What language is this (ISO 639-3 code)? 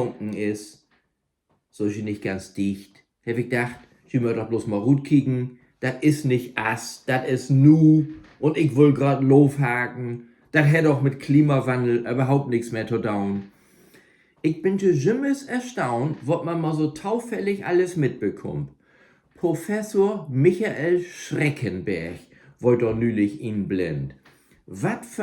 nds